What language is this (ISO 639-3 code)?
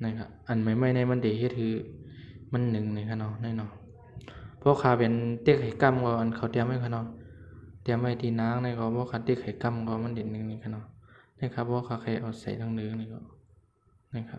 shn